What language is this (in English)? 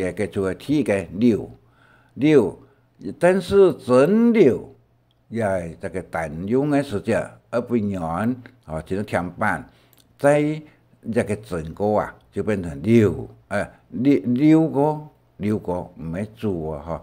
Hakka Chinese